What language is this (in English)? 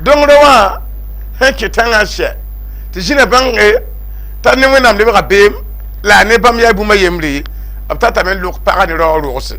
Mossi